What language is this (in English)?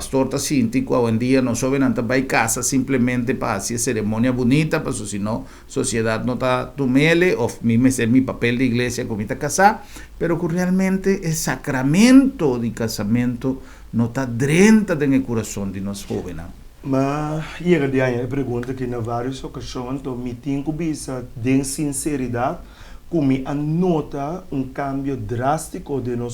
Papiamento